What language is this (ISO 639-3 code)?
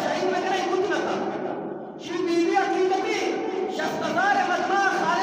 bgp